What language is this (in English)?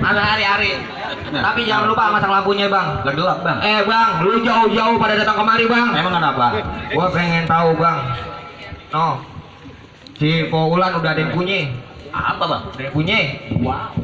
Betawi